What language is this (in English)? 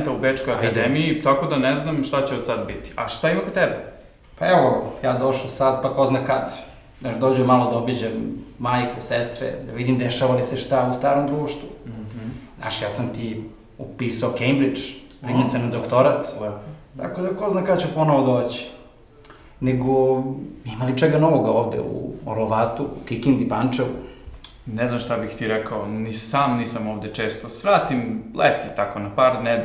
Serbian